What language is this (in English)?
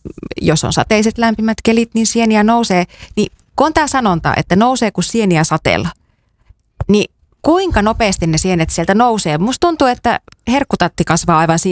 Finnish